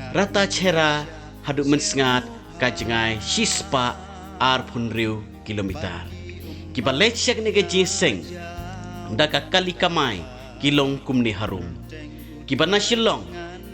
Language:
Khasi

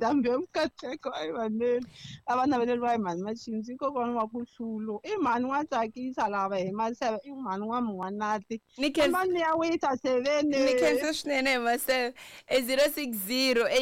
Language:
Tsonga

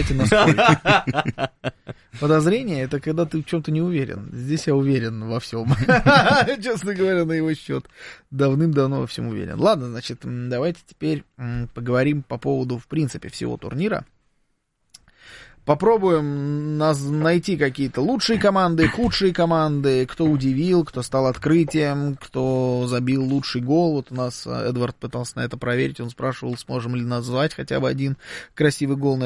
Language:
Russian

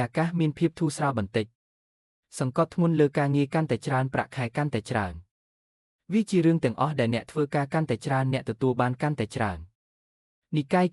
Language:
Khmer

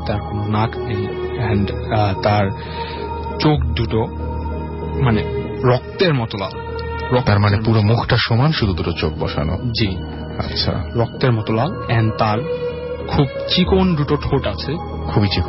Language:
Bangla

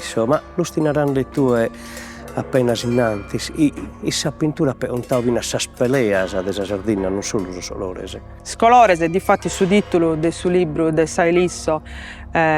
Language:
Sardinian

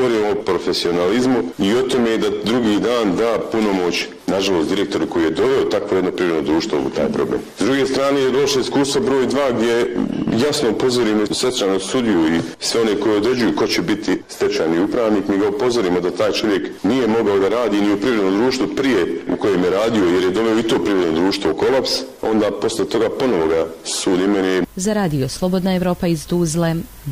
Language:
Bosnian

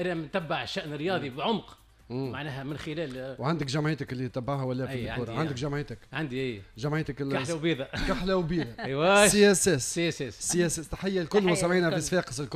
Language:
Tunisian Arabic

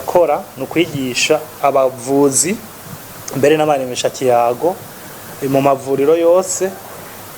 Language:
Rundi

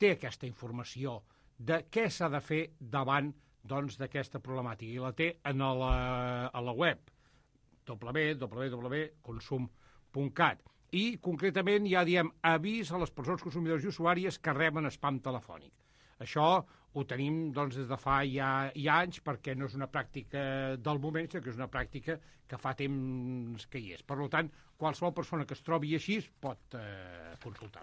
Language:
Catalan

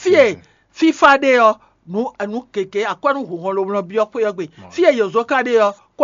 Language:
Fon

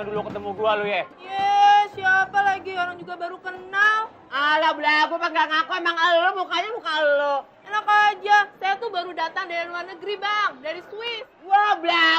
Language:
Betawi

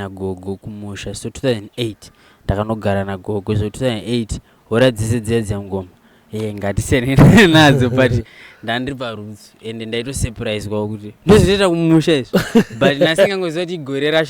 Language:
Shona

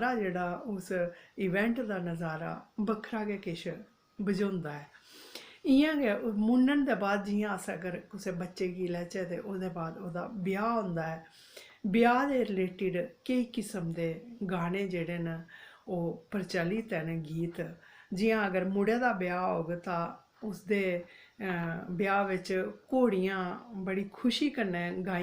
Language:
Dogri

